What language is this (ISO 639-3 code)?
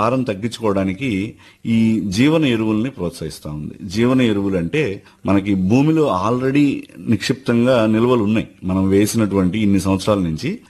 tel